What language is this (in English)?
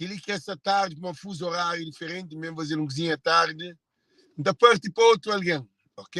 Kabuverdianu